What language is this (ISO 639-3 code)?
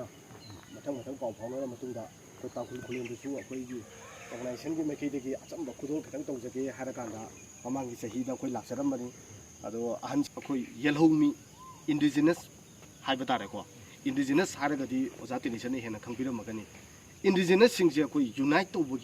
mni